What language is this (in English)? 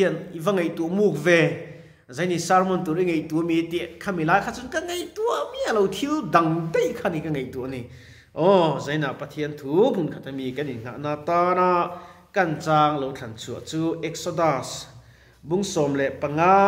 Mizo